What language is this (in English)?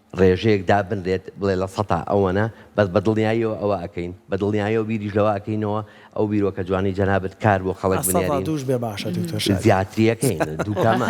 Central Kurdish